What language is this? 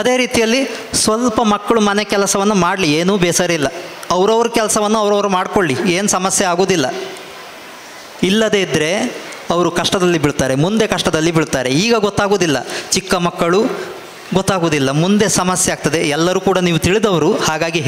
Kannada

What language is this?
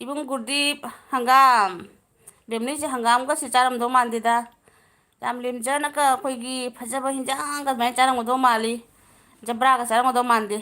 Manipuri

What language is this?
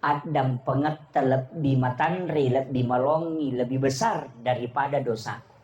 Buginese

